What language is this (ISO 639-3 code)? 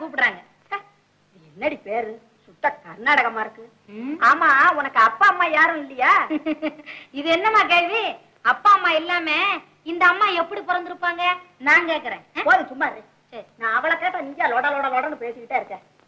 tam